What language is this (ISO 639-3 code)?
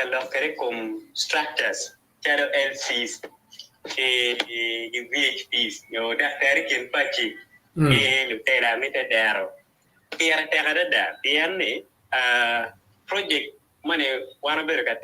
ach